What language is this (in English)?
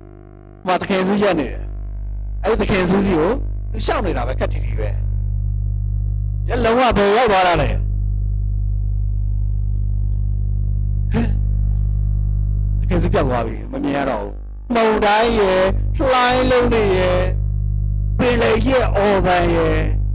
Burmese